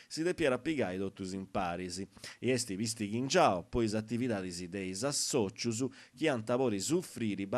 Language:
Sardinian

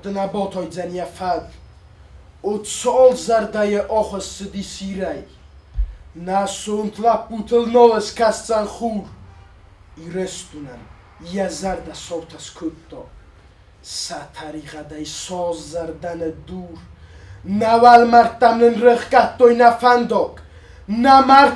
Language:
Ossetic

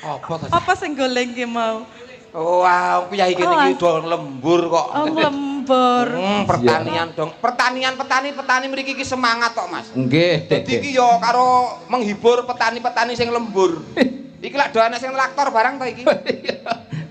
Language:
Javanese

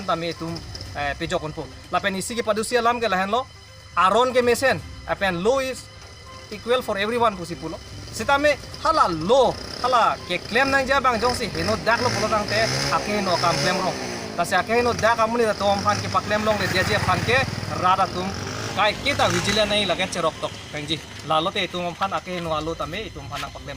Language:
Karbi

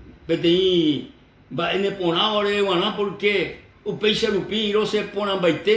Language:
Guarani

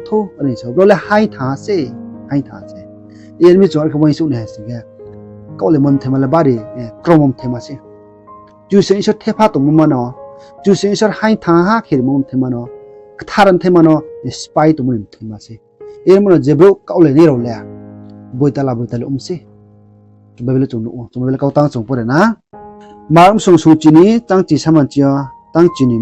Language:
Riang (India)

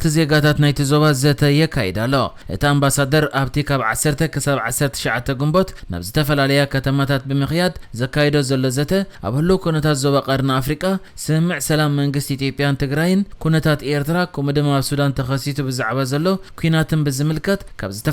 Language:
Tigrinya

